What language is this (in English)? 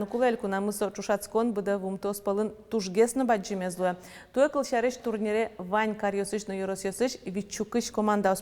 Udmurt